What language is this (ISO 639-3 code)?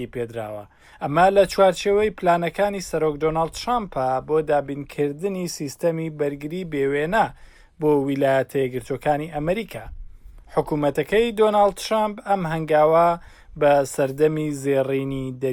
ckb